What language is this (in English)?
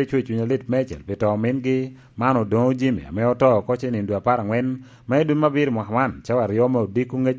Lango (Uganda)